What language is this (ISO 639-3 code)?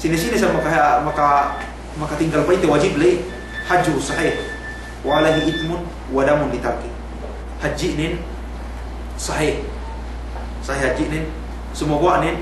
yka